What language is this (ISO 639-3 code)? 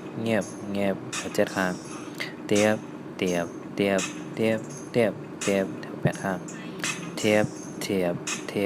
shn